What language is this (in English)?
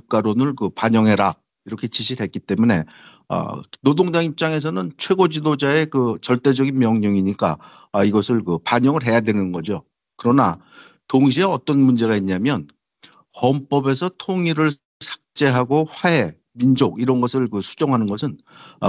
Korean